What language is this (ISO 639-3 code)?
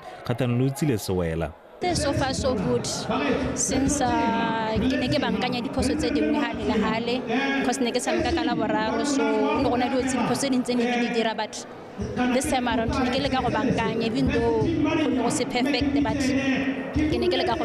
tsn